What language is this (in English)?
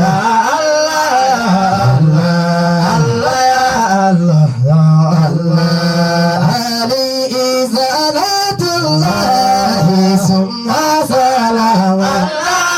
Fula